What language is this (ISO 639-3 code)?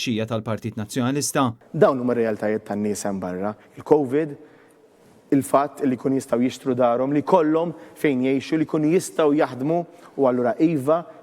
mlt